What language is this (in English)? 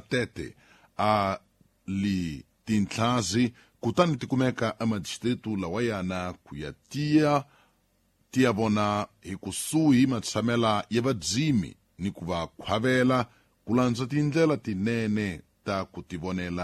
Tsonga